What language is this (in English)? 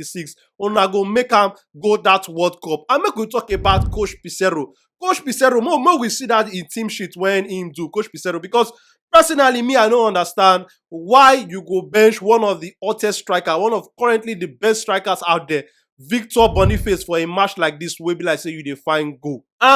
Nigerian Pidgin